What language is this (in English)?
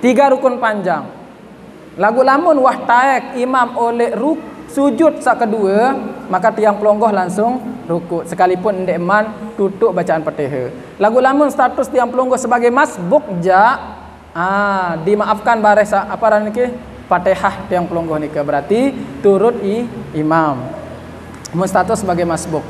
Sasak